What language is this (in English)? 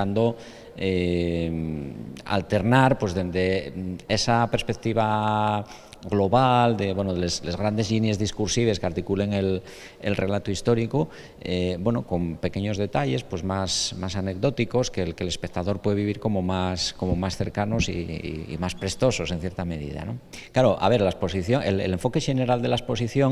Asturian